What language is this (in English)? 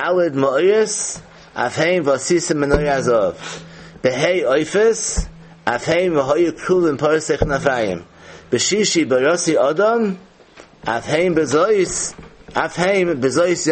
Yiddish